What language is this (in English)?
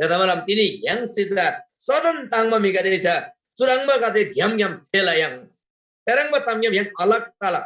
Eastern Tamang